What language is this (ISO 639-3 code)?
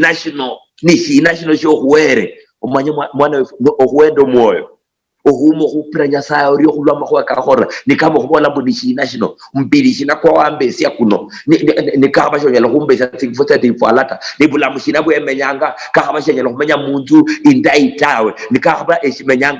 luy